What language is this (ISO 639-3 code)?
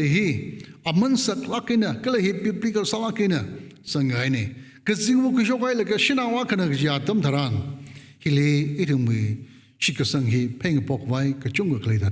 nmf